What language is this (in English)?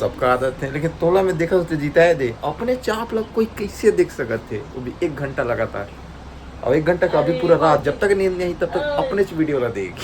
Chhattisgarhi